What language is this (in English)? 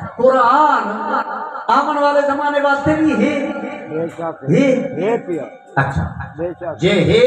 Saraiki